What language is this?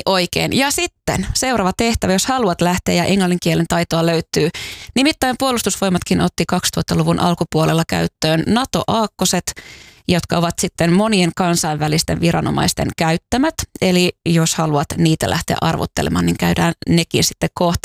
Finnish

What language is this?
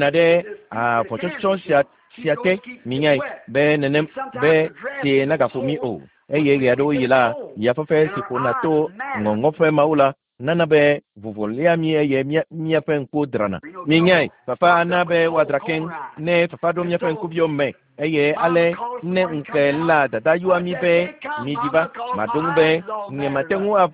Ewe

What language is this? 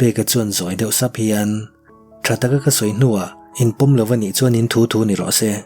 Mizo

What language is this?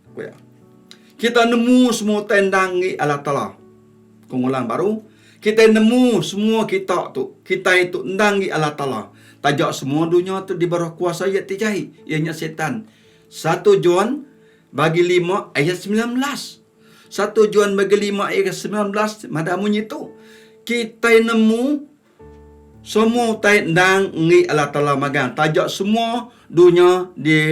Iban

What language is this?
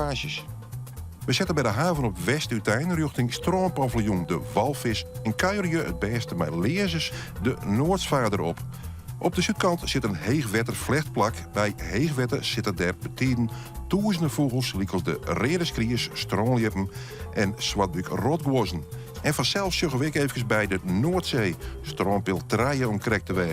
Western Frisian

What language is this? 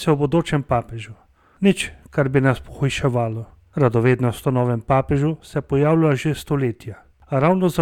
Slovenian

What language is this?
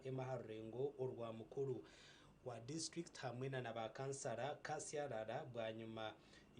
Nyankole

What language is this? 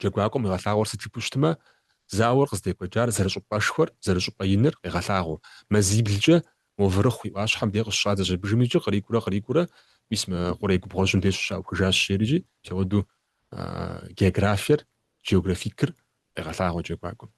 Kabardian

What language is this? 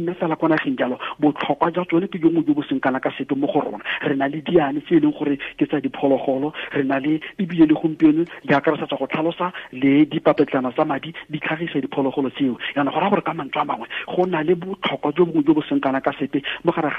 Tswana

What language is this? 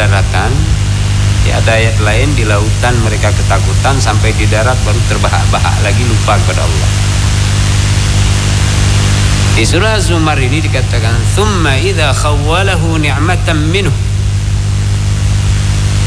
Indonesian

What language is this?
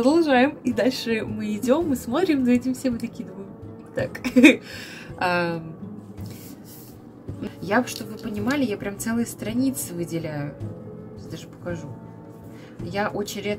Russian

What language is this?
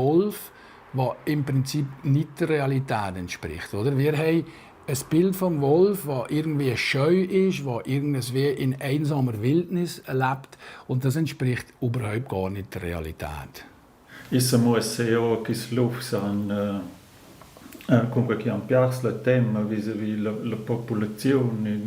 Romansh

